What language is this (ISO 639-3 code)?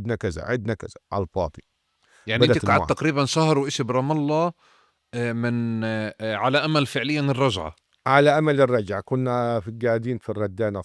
apc